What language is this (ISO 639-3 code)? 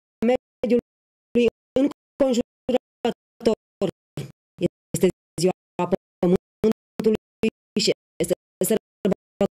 ron